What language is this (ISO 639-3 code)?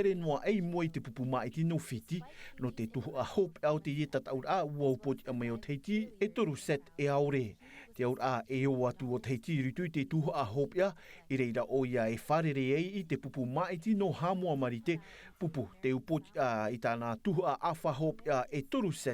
tah